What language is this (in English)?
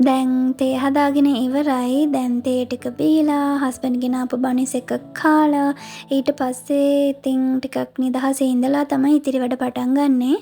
Sinhala